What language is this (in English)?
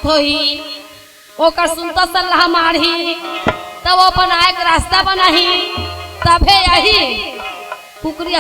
Chhattisgarhi